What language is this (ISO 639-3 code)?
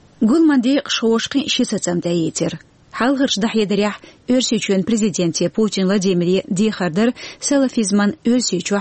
che